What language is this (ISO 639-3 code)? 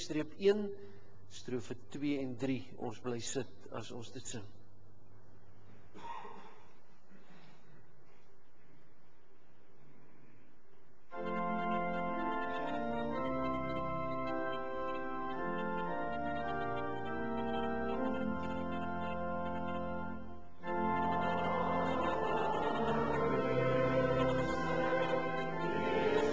afr